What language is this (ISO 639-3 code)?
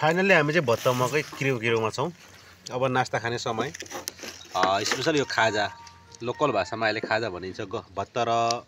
nep